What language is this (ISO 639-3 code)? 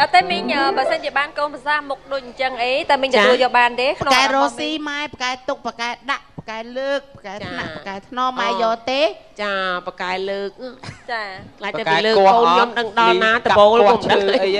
khm